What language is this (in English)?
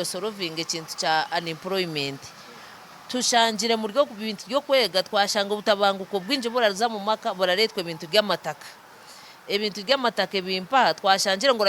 Nyankole